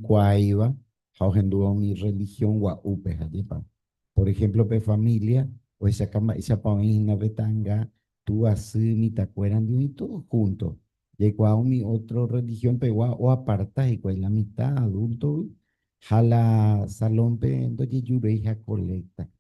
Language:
Guarani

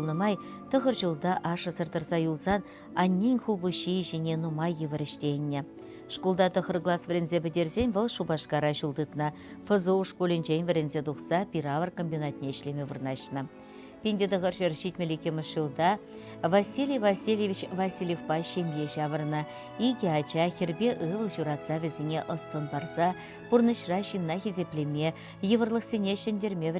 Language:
Chuvash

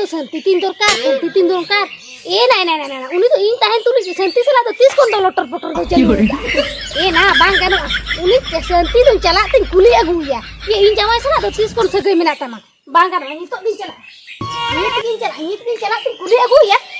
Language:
Santali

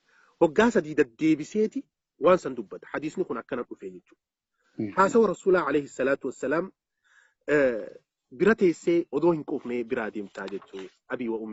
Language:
Oromo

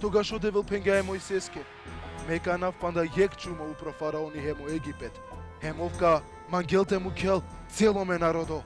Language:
Balkan Romani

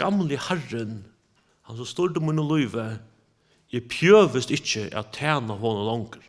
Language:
Faroese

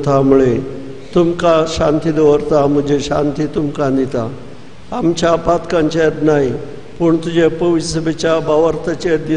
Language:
Konkani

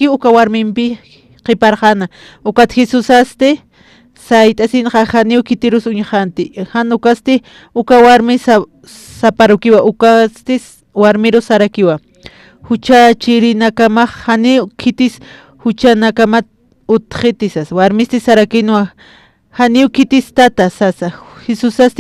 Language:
Aymara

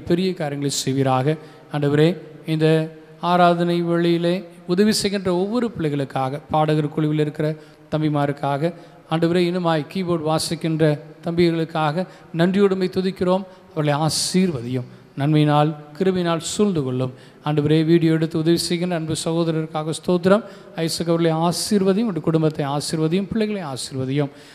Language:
Tamil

